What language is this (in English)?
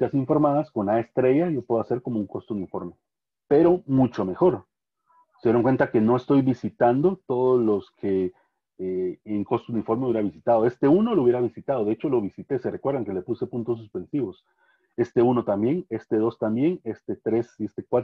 Spanish